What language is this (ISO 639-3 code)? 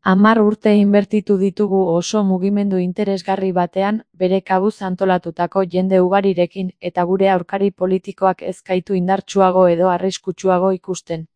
eus